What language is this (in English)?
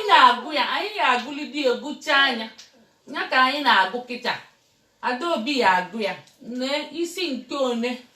Igbo